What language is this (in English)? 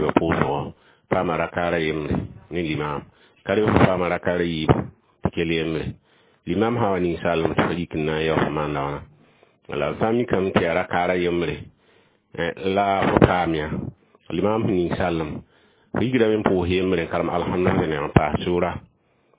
Mossi